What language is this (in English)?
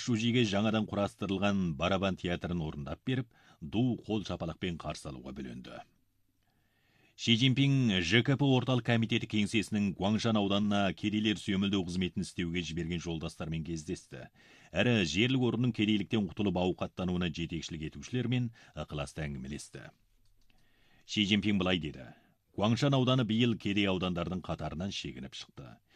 Kazakh